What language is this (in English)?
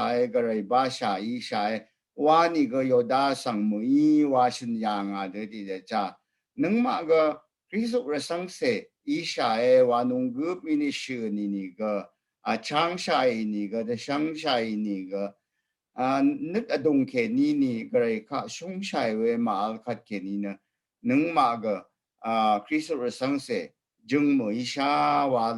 Rawang